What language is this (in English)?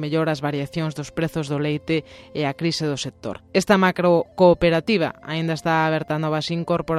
Galician